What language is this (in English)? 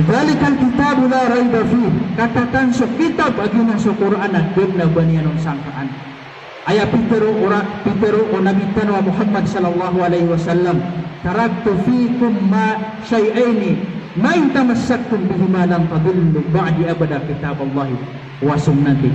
Maranao